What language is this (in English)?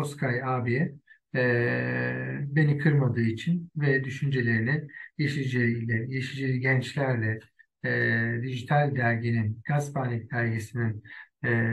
Turkish